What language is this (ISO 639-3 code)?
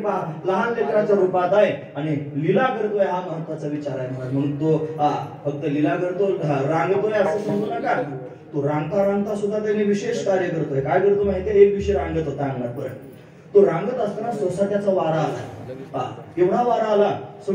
mar